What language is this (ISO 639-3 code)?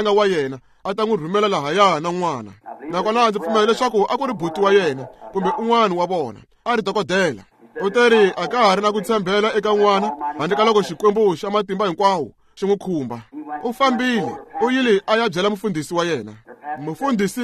tso